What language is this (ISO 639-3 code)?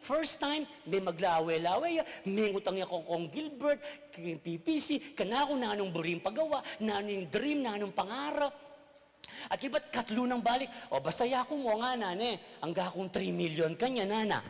pam